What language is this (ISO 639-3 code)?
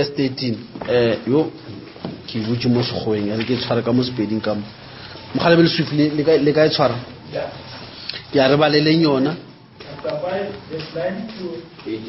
nso